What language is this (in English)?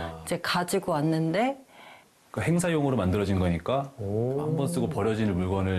Korean